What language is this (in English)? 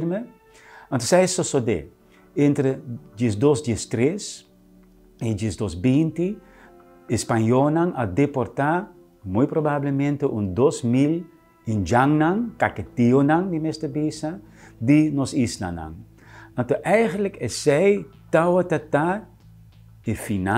Papiamento